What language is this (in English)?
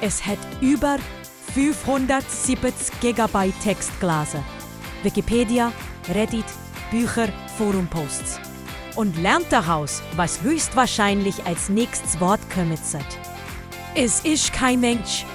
Swiss German